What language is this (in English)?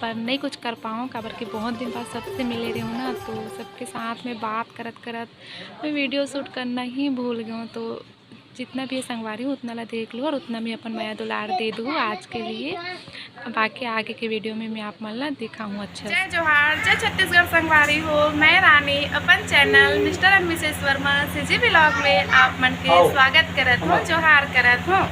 Chhattisgarhi